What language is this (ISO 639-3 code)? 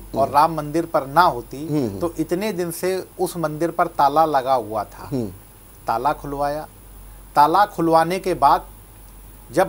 hin